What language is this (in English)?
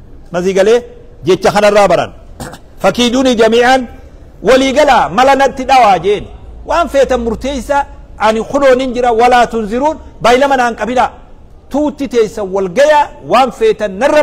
Oromo